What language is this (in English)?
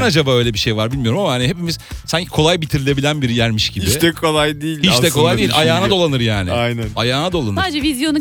Turkish